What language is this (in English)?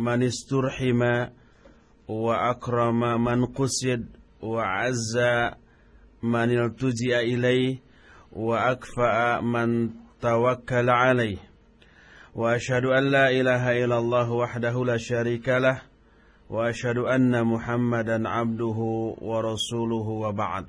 Sundanese